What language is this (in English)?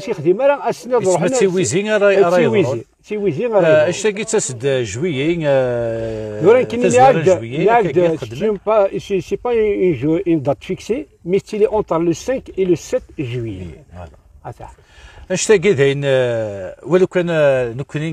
Kabyle